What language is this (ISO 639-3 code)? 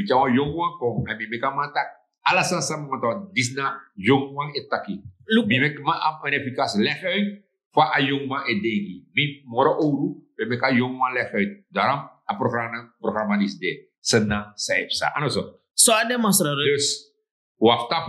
srn